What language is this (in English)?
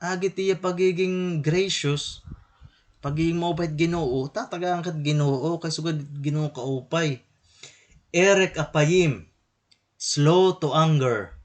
Waray